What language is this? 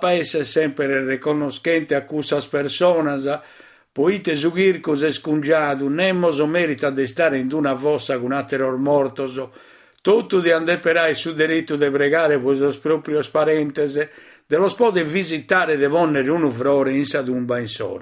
Sardinian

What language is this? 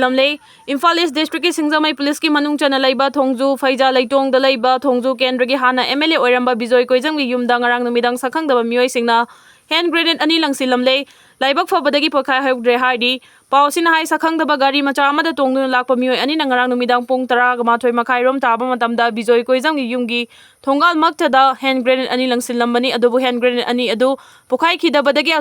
Manipuri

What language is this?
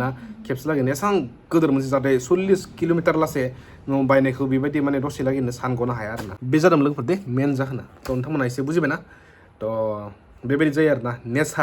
Bodo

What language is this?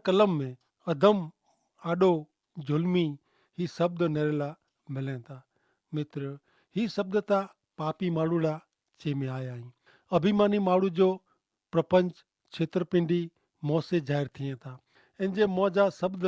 Kachhi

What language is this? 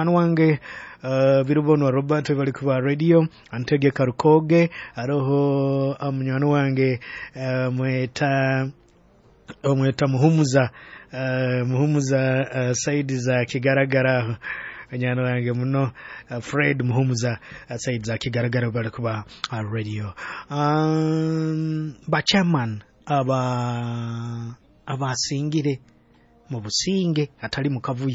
Nyoro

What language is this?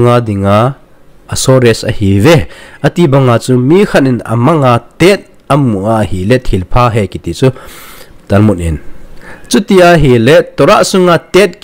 Thado Chin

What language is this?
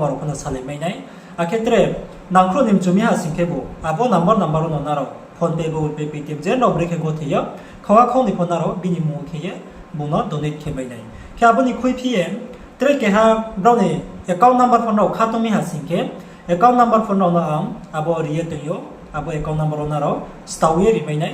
Riang (India)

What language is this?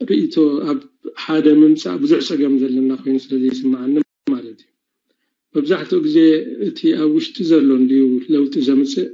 Tigrinya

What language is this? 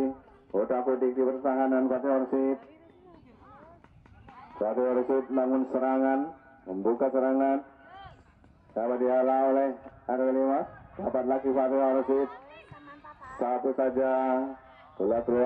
Indonesian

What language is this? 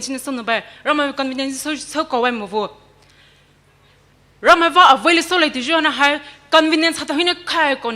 Poumei Naga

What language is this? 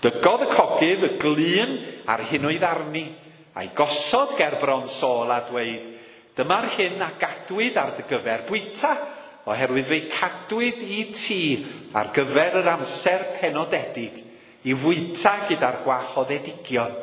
Welsh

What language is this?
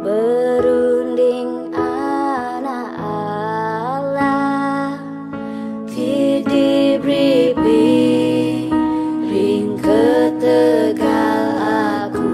Iban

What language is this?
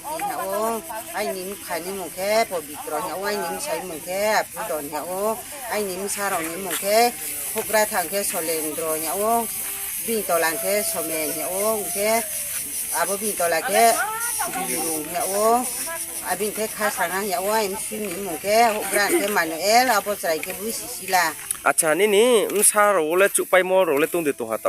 Riang (India)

